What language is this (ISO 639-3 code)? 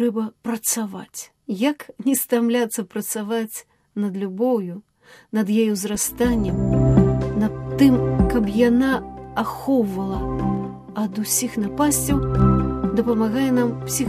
bel